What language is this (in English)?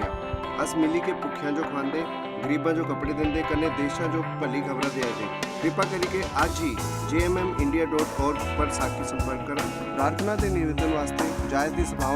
Dogri